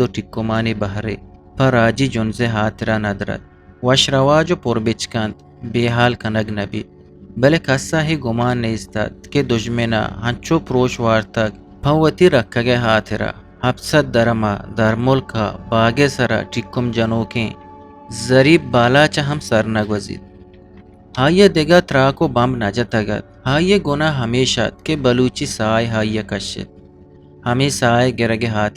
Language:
Eastern Balochi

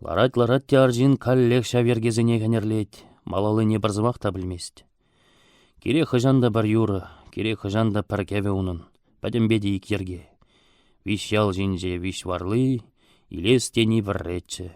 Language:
Chuvash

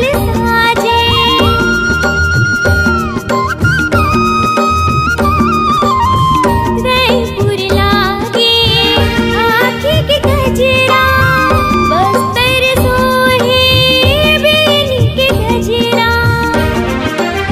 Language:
Chhattisgarhi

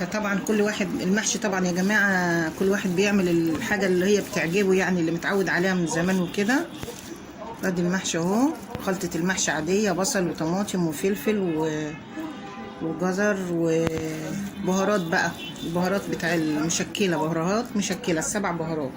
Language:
Egyptian Arabic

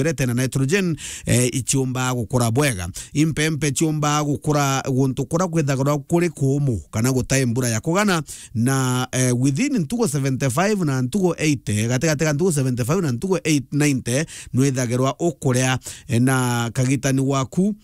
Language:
Meru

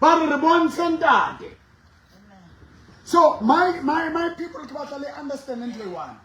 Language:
Southern Sotho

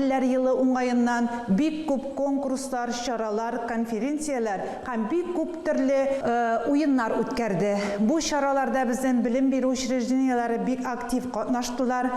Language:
Tatar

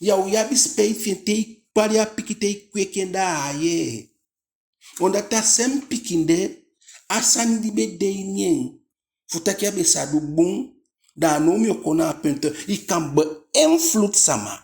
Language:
Eastern Maroon Creole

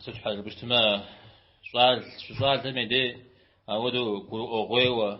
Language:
Kabardian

